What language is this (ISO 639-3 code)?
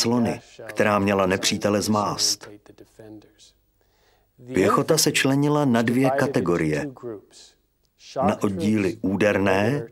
ces